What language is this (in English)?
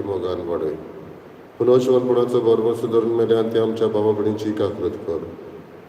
Konkani